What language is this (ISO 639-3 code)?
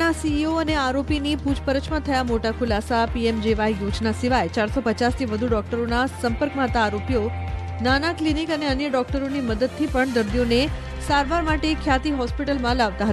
guj